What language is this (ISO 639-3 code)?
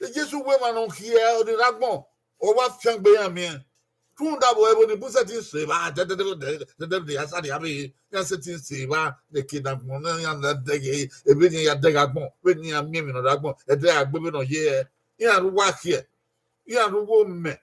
bin